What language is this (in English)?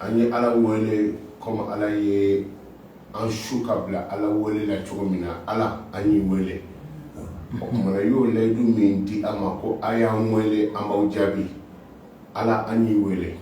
Bambara